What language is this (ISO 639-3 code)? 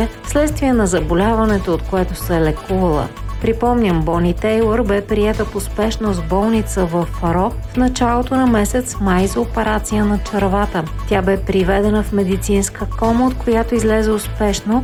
bul